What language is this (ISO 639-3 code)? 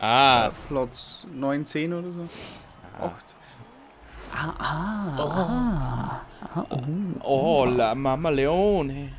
bar